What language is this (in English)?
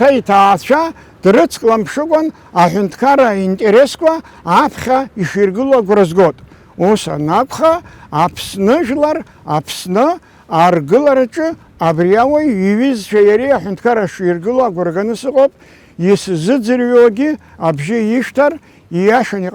Abkhazian